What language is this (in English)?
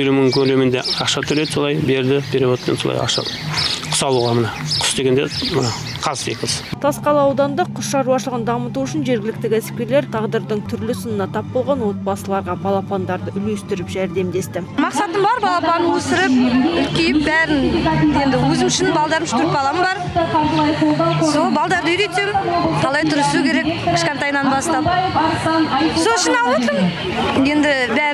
Kazakh